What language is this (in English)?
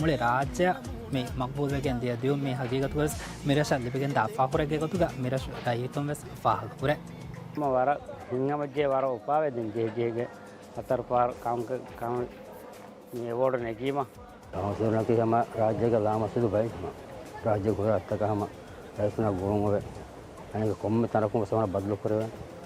Divehi